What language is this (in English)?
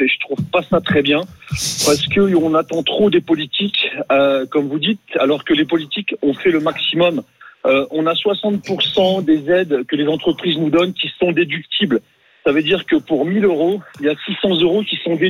French